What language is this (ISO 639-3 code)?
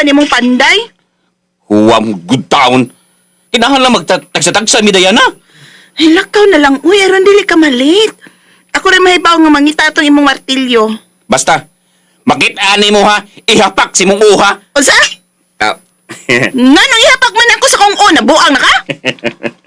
ceb